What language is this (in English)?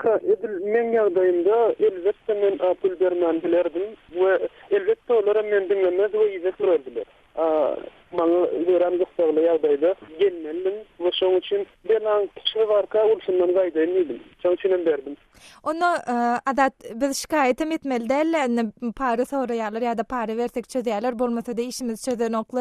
Turkmen